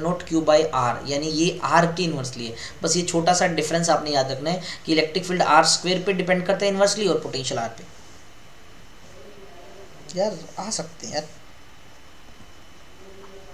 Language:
Hindi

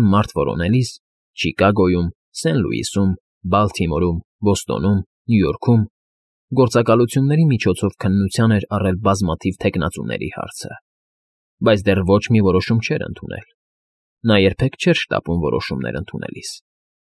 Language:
Armenian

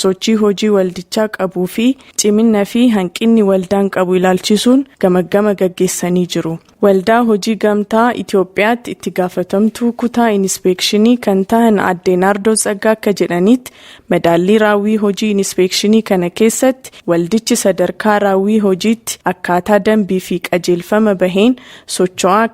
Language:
Oromo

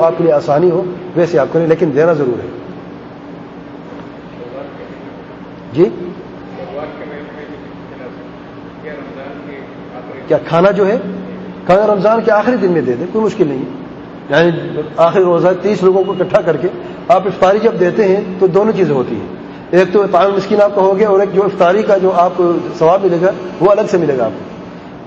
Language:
Urdu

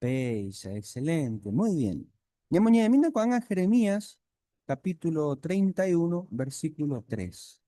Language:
Guarani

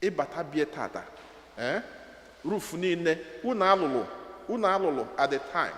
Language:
Igbo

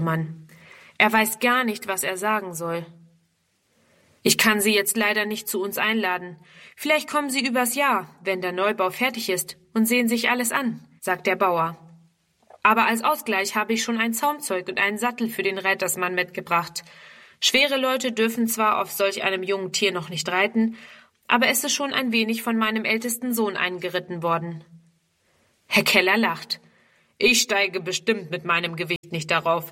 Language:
German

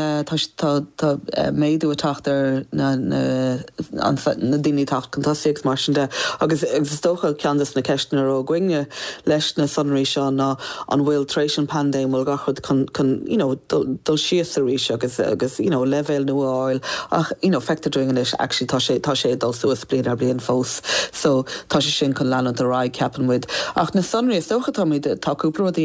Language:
Irish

